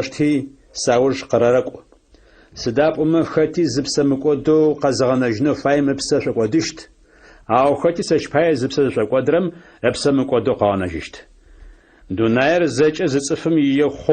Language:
Adyghe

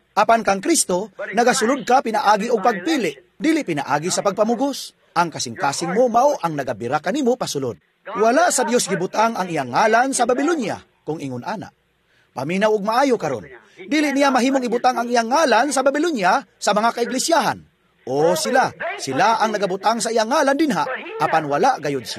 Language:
Cebuano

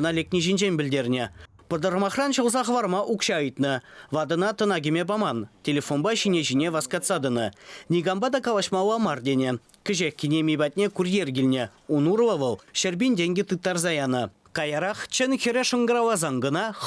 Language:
Chuvash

